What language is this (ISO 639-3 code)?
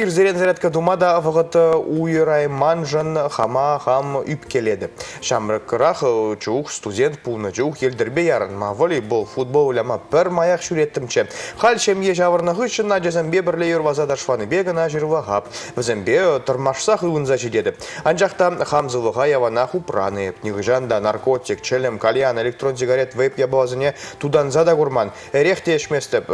chv